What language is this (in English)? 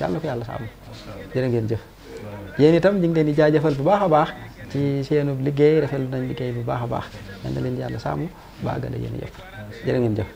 Wolof